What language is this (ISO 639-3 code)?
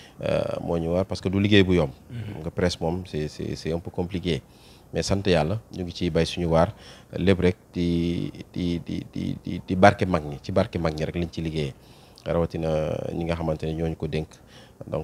wol